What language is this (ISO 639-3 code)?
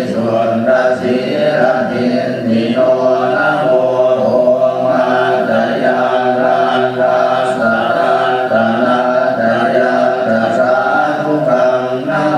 pli